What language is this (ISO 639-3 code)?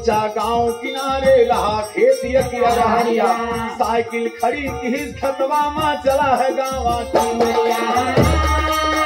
bho